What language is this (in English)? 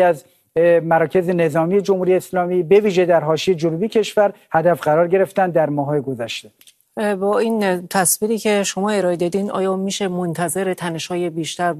Persian